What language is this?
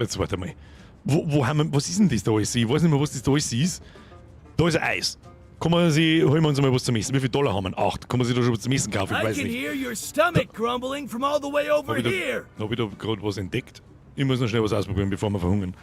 Bavarian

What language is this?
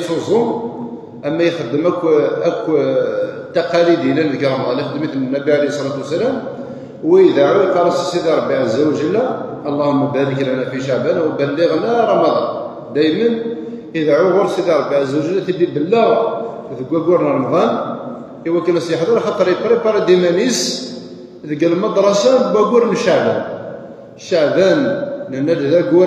Kabyle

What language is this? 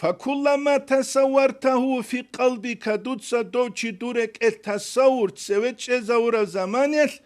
Avaric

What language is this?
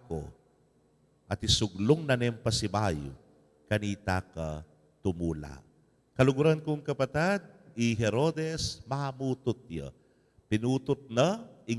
Pampanga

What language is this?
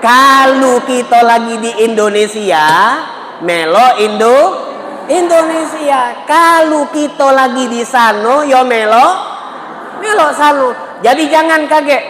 Musi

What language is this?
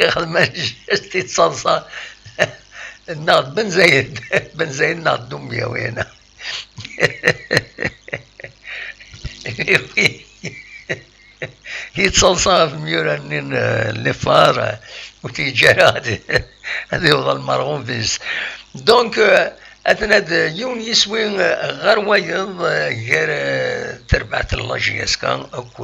Kabyle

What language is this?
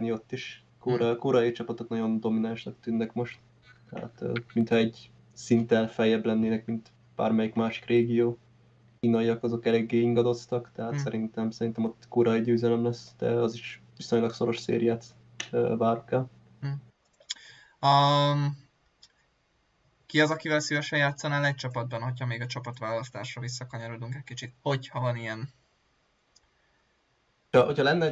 Hungarian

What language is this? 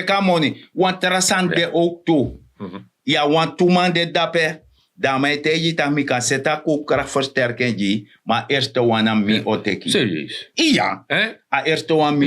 Sranan Tongo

